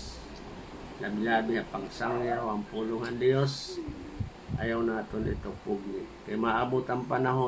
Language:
Waray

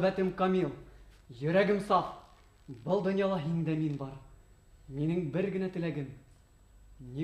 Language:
Bashkir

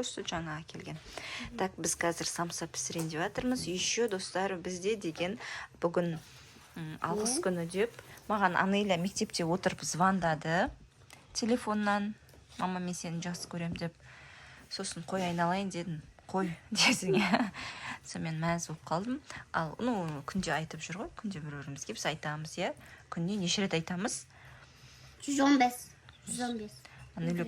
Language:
Kazakh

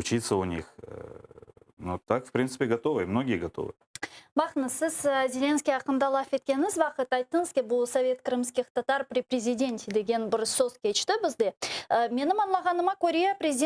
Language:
Crimean Tatar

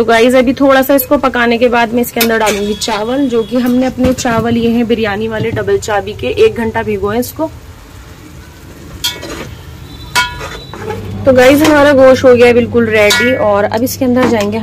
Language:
Hindi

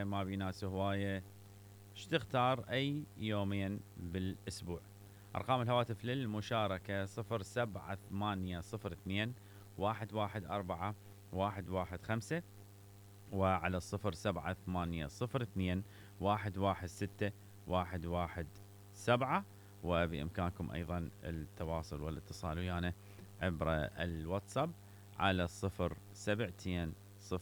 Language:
Mesopotamian Arabic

